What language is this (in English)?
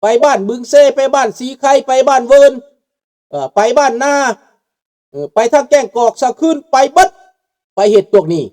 Lao